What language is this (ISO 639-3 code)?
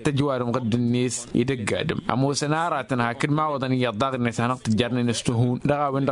taq